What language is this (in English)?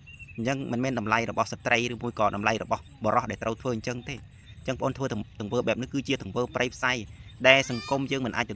Khmer